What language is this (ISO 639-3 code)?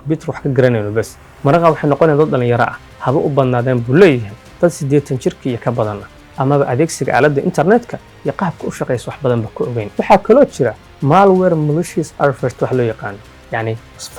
som